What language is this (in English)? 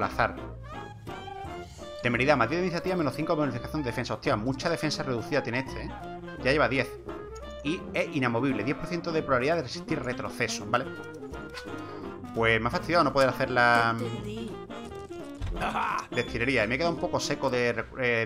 Spanish